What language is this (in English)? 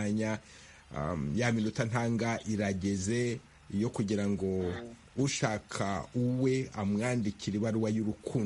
Kinyarwanda